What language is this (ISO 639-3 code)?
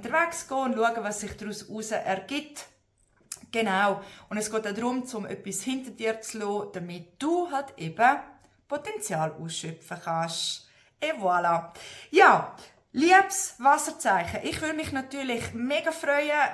gsw